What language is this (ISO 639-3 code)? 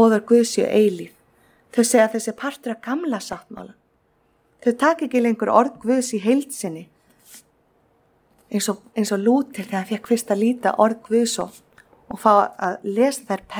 isl